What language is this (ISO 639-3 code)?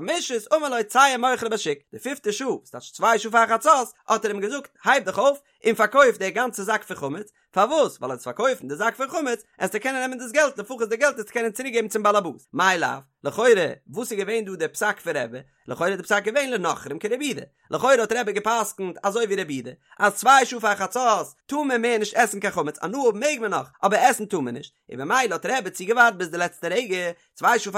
yid